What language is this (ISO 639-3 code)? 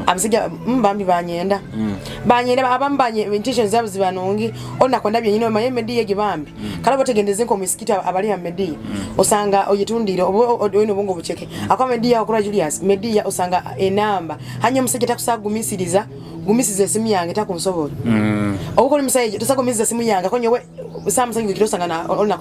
nyo